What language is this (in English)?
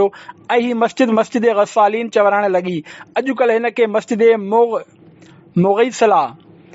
Sindhi